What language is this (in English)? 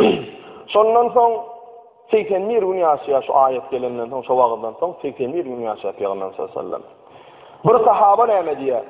Turkmen